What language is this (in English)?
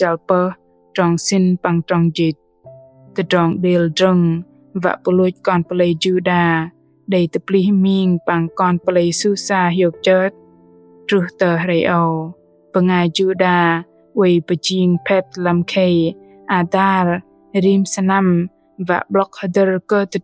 Bahnar